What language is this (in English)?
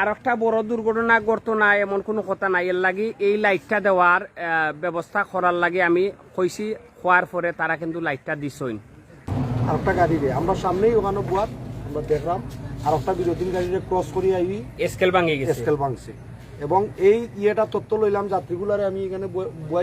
Sylheti